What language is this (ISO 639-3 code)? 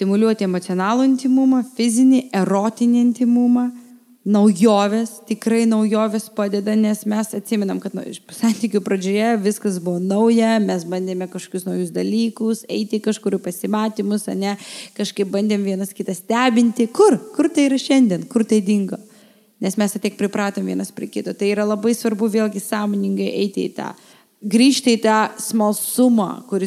lit